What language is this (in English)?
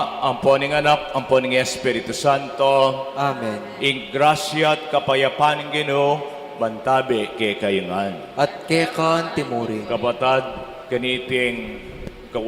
Pampanga